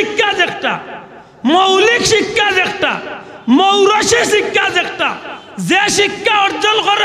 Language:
Sylheti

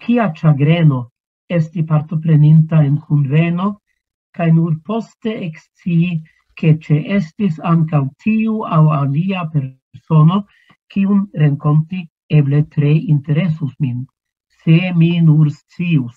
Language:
Esperanto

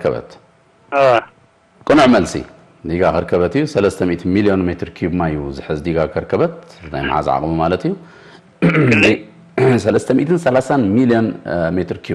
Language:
Tigrinya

